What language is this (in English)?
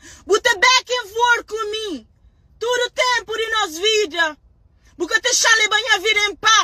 Kabuverdianu